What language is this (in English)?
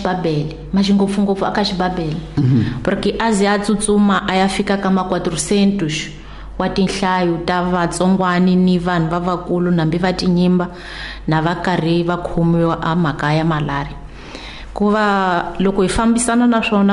Tsonga